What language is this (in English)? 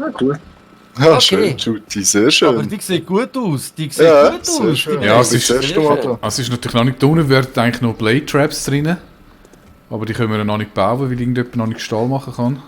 Swiss German